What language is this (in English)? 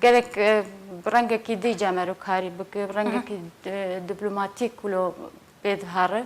Kurdish